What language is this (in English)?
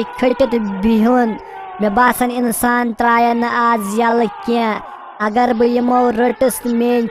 Kashmiri